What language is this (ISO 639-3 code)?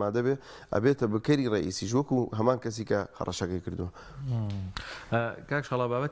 ckb